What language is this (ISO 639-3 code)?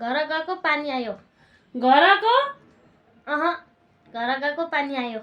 nep